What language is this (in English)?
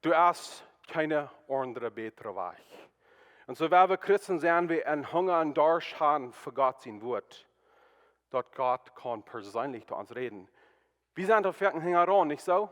Plautdietsch